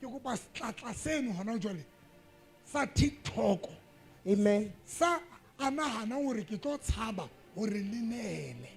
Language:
Southern Sotho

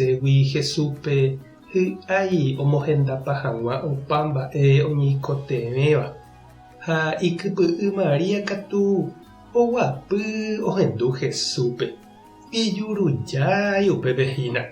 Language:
Guarani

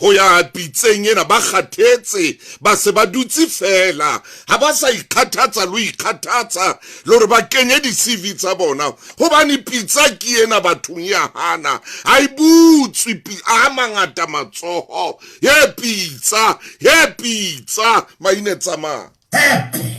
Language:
Southern Sotho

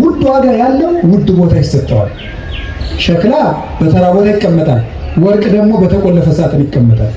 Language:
Amharic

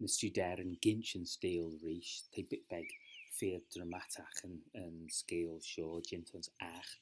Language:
Manx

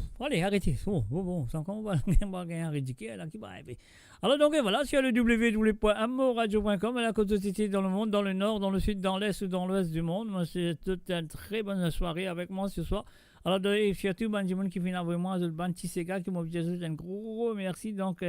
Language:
Morisyen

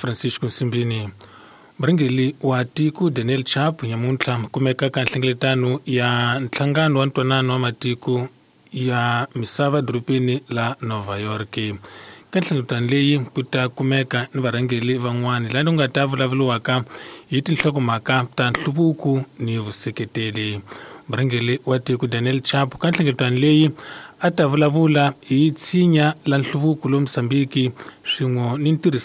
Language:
Tsonga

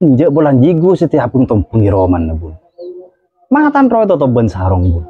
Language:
Madurese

